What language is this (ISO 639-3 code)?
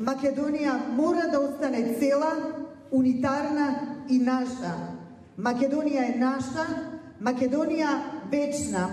mkd